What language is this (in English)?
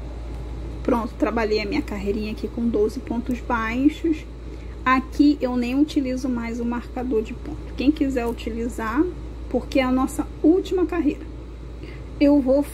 Portuguese